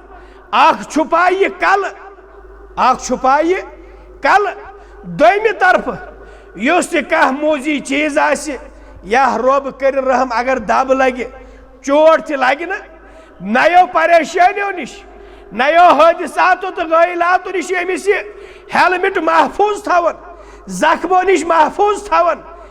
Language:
Kashmiri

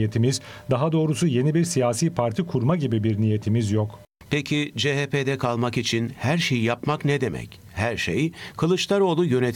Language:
Turkish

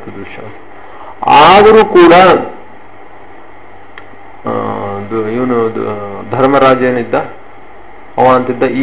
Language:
Kannada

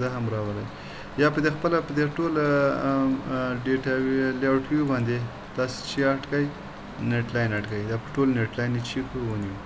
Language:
Pashto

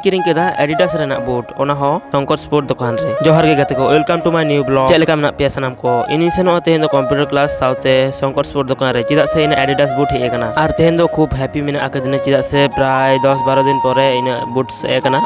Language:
Santali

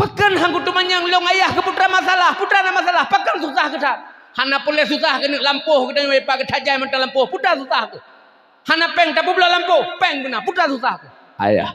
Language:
Achinese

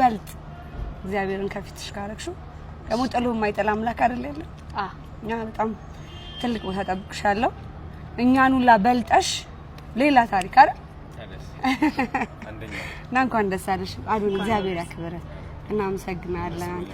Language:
Amharic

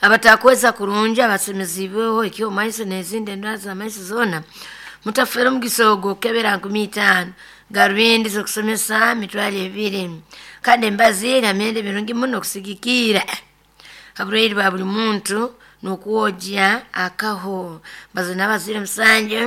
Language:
Nyoro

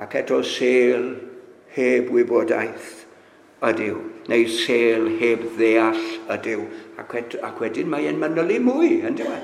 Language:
Welsh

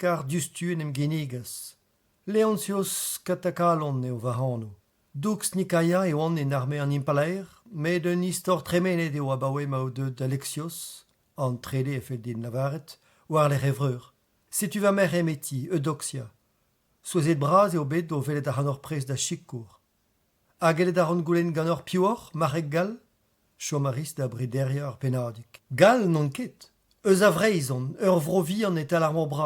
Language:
Breton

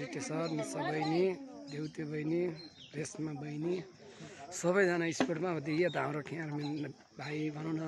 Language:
Nepali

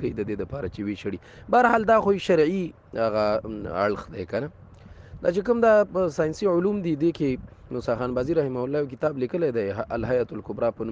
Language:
Pashto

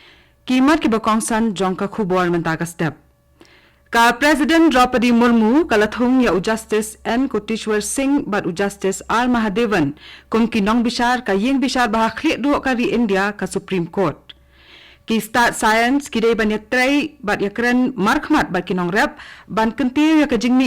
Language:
Khasi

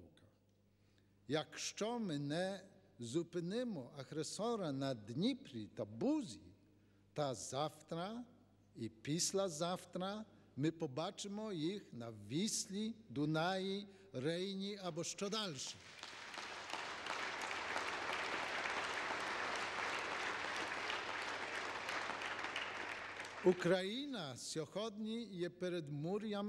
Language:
Ukrainian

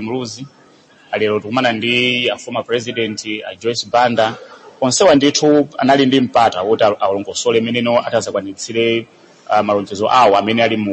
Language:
Nyanja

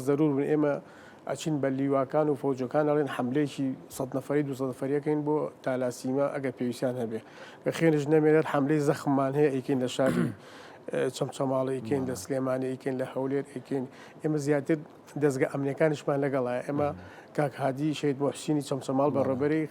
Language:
Central Kurdish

